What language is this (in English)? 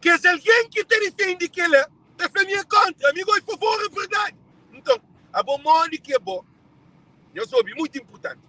Kabuverdianu